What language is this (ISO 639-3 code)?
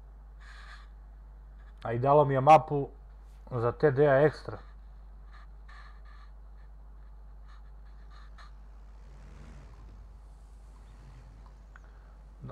hrv